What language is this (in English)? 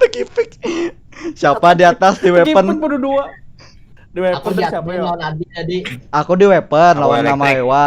Banjar